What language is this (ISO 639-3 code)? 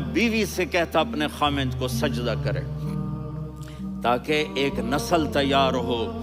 urd